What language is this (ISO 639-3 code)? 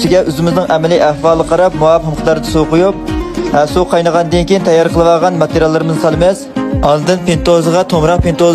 uig